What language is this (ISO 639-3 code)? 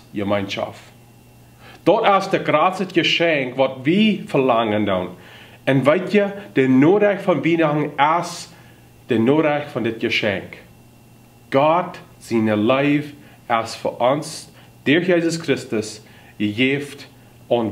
pdt